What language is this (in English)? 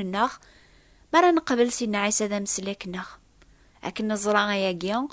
Kabyle